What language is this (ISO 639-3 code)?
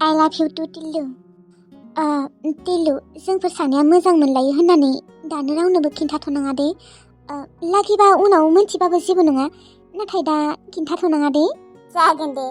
brx